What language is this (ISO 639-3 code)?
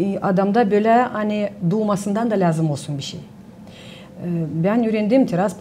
gag